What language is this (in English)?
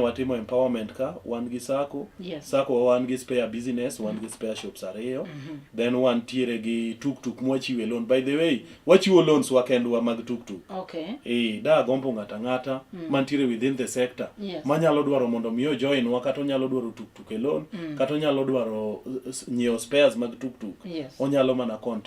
Luo (Kenya and Tanzania)